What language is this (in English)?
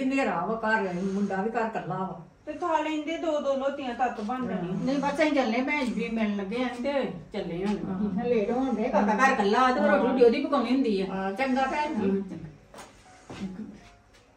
Punjabi